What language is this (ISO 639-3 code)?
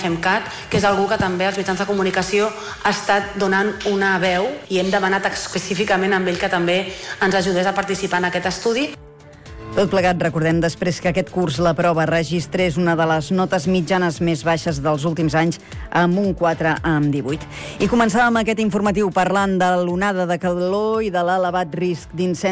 cat